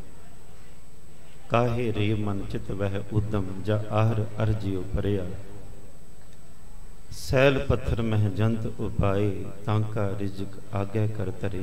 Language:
Punjabi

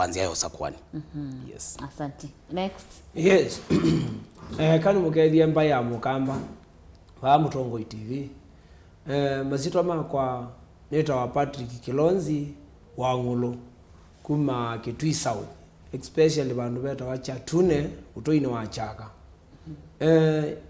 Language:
Kamba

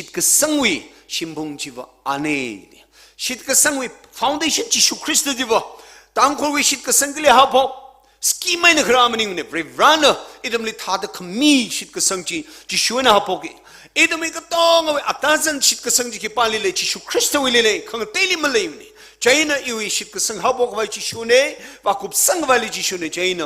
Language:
Tangkhul Naga (India)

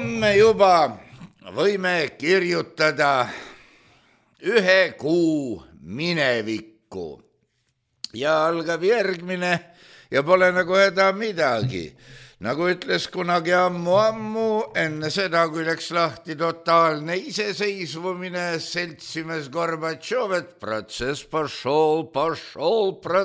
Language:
Estonian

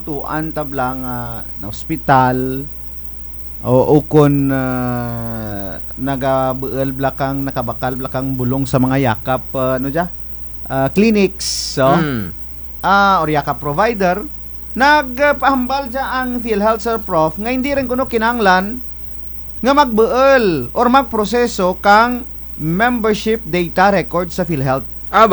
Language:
Kinaray-a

